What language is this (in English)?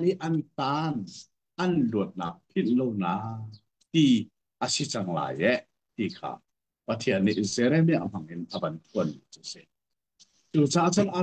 Hakha Chin